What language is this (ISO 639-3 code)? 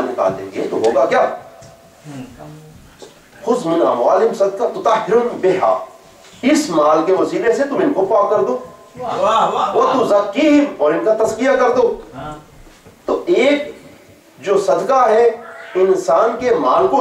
urd